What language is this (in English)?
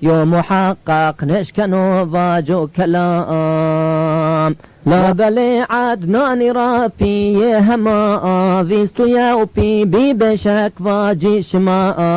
Zaza